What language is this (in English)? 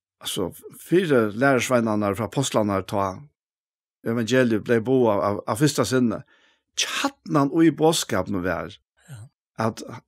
Faroese